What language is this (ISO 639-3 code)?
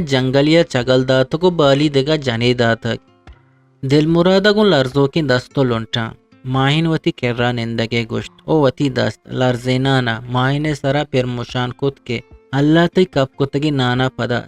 bgp